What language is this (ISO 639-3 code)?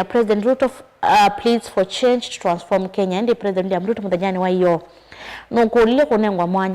kam